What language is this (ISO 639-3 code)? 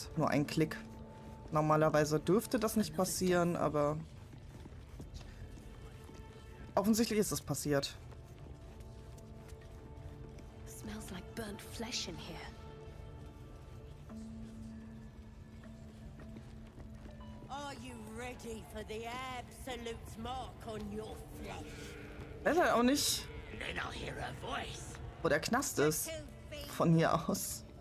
deu